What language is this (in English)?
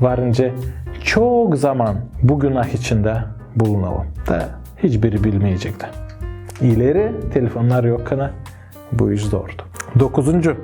Gagauz